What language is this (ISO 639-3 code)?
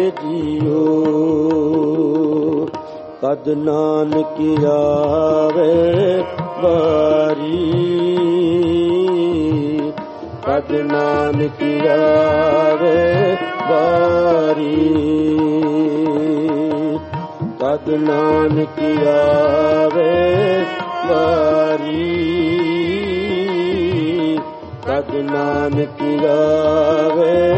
pan